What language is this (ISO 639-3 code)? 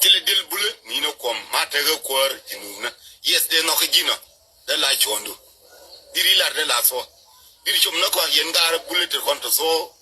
nus